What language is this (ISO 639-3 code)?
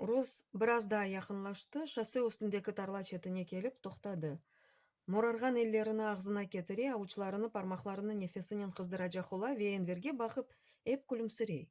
crh